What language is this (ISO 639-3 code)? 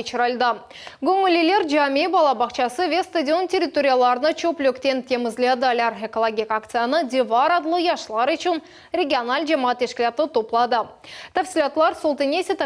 crh